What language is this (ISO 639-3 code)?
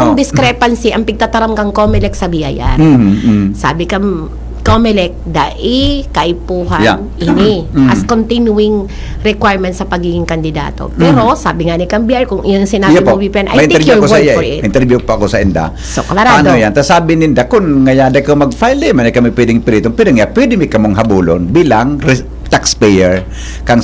bik